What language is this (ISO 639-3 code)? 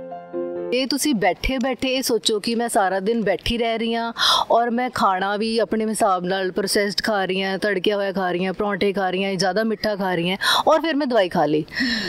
pan